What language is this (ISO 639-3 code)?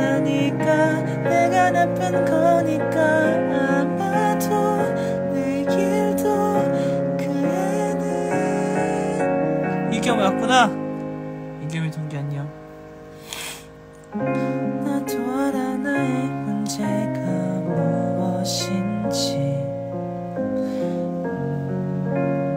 kor